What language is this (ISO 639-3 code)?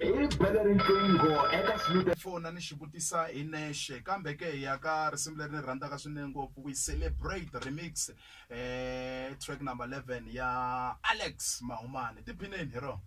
tso